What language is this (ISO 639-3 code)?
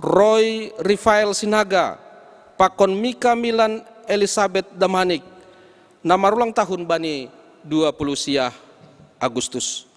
bts